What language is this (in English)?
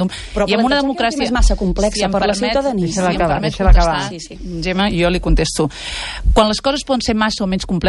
Catalan